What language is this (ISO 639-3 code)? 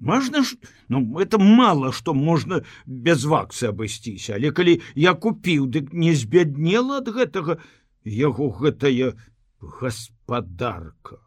bel